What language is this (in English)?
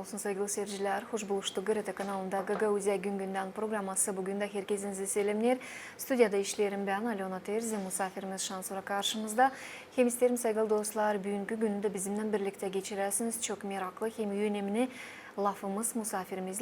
Gagauz